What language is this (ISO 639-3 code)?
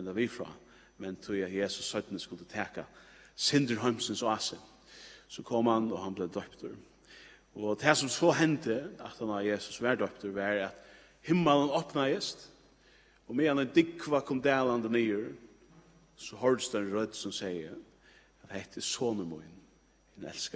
fao